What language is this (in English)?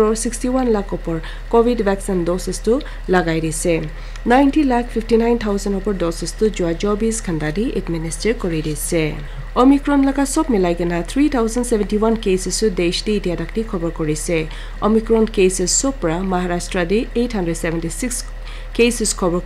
Naga Pidgin